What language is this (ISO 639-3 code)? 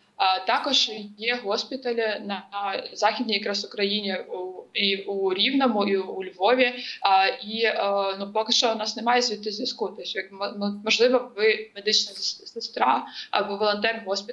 ukr